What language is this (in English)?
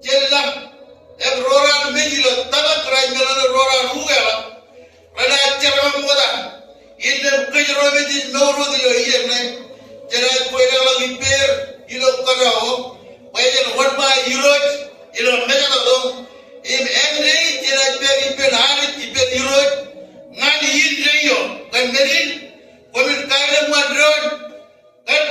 Marshallese